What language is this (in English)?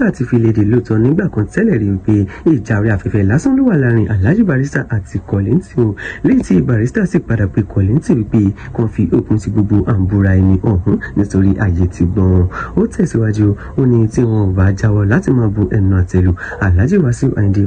Yoruba